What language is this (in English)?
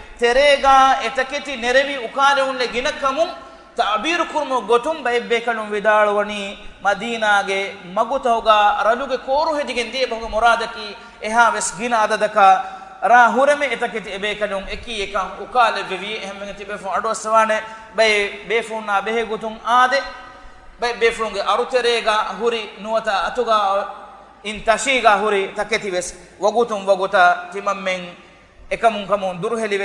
Divehi